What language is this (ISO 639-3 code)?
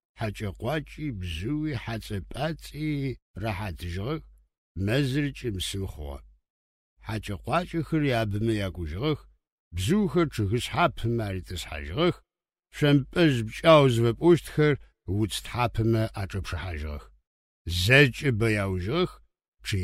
ady